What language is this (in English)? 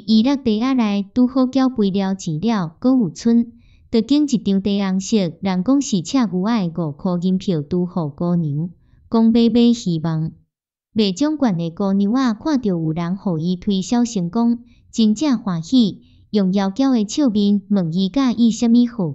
Min Nan Chinese